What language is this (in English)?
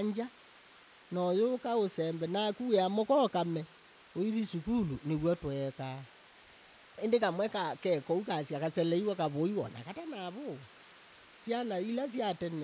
Kamba